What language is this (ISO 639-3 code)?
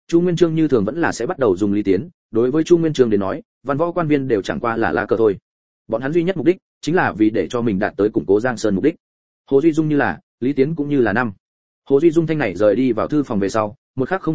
vie